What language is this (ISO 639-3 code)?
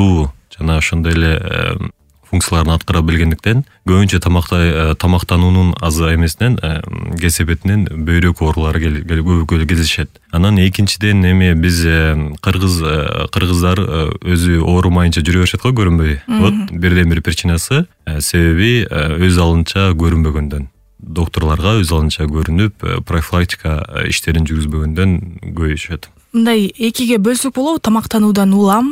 kir